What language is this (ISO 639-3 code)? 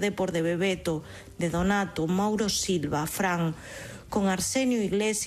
glg